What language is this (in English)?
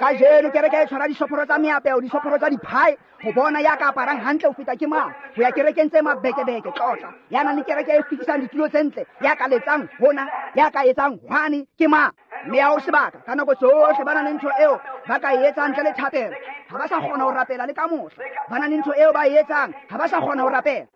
Tswana